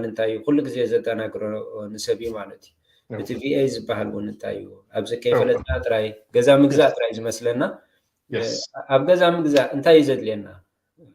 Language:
Tigrinya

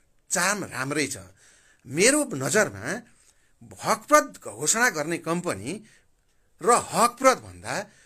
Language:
Nepali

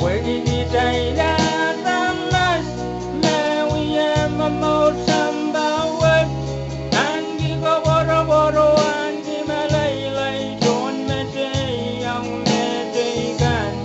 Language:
Pohnpeian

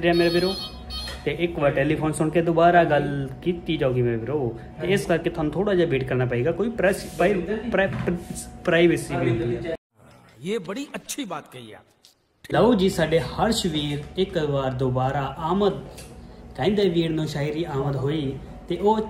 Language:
Punjabi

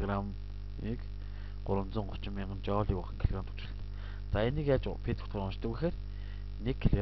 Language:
Mongolian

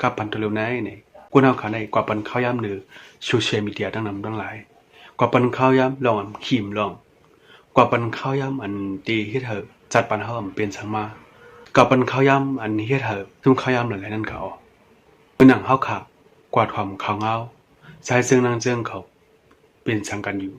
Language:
Shan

